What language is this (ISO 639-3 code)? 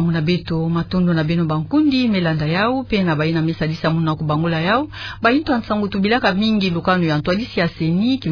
ktu